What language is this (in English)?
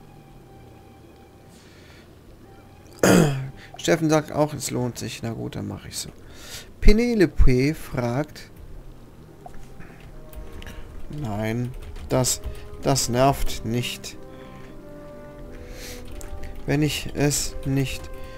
German